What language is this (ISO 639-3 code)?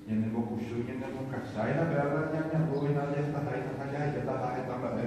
grn